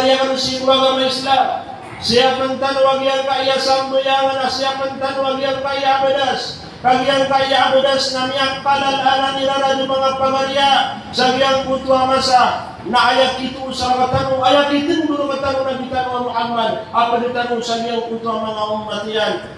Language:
Maranao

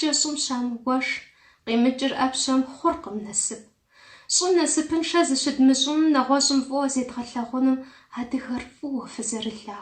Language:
Kabardian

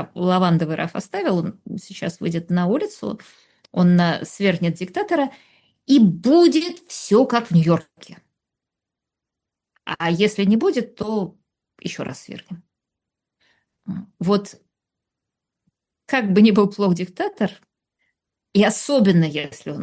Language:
Russian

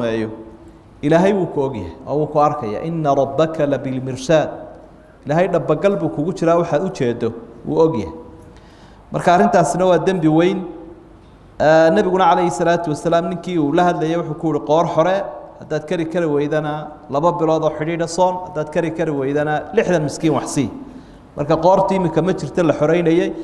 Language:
Somali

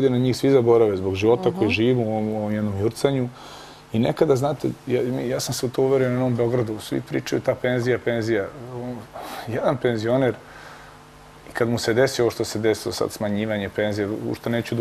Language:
Serbian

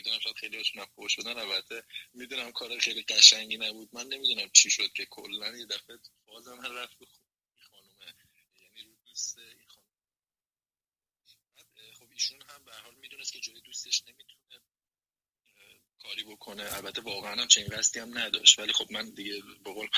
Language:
Persian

